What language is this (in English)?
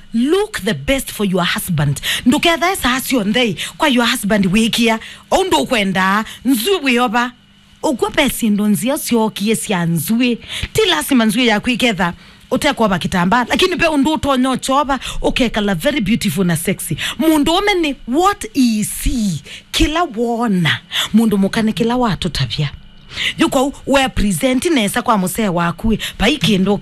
Kamba